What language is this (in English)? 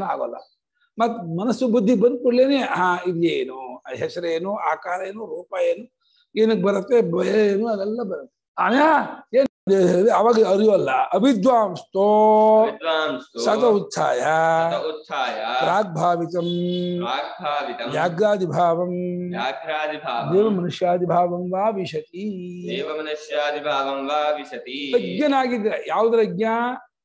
Kannada